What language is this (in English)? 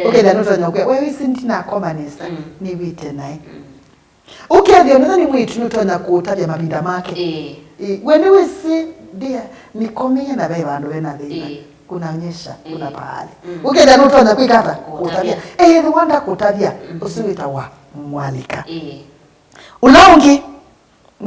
Kamba